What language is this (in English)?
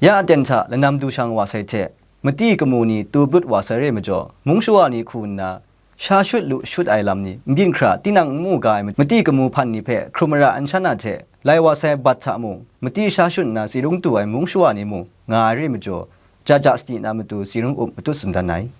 Kachin